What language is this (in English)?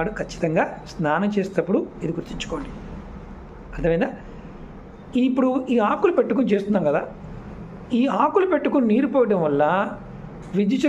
Telugu